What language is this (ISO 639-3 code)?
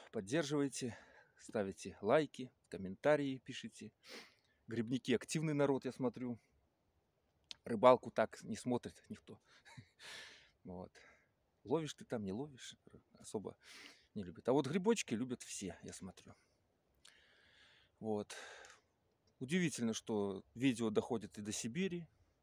rus